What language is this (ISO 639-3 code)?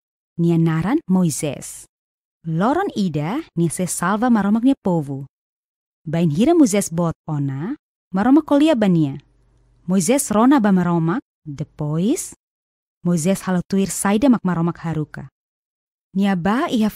tet